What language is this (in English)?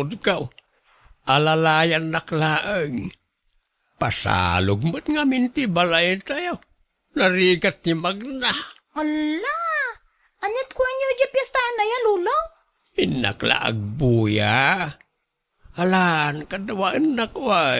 Iloko